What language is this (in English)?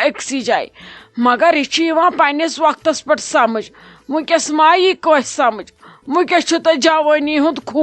Kashmiri